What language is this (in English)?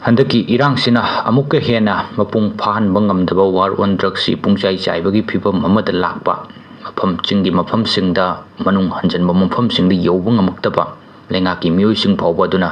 Manipuri